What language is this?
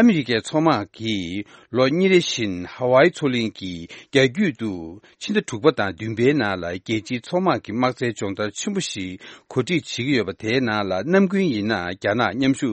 Tibetan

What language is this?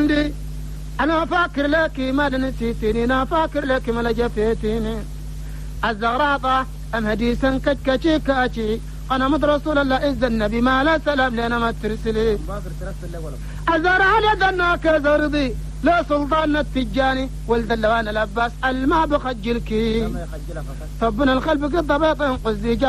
Chadian Arabic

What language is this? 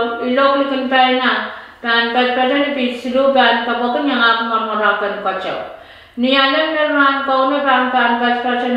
Pohnpeian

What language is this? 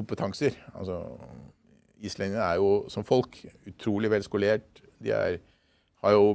Norwegian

